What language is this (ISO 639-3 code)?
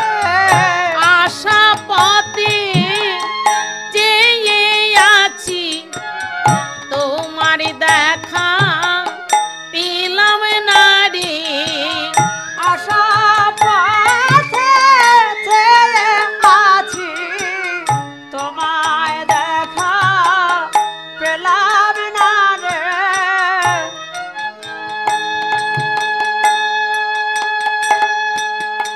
ben